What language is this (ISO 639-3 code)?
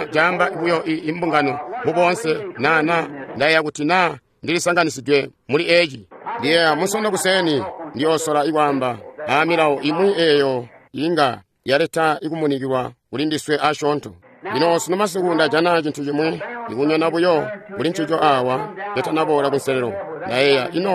toi